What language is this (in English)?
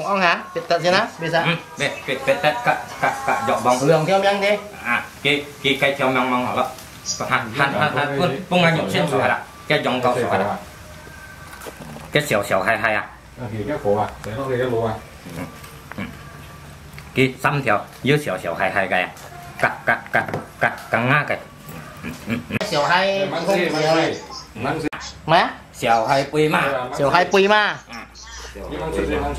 Vietnamese